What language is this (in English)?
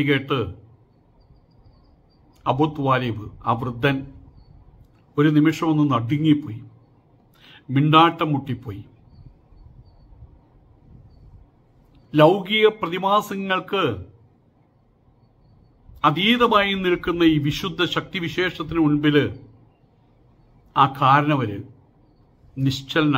Malayalam